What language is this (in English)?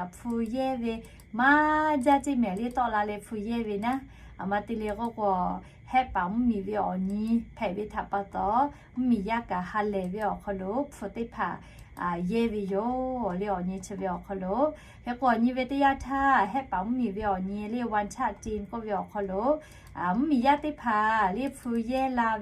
Lahu